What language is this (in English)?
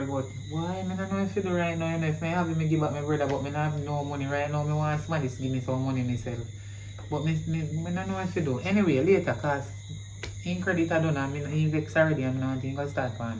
Jamaican Creole English